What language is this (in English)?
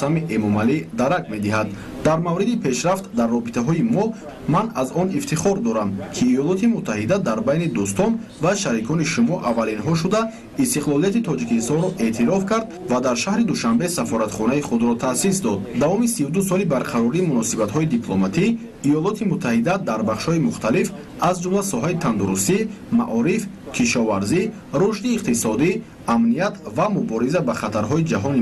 Tajik